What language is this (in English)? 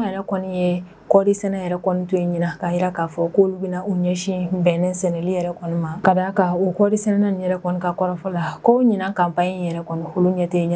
Bambara